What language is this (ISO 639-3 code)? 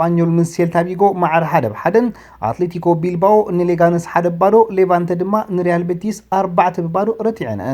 tir